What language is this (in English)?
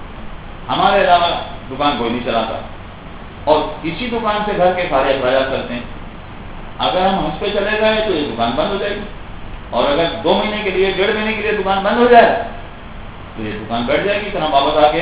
Urdu